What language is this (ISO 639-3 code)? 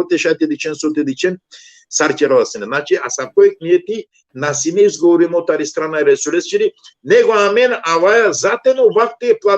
rmn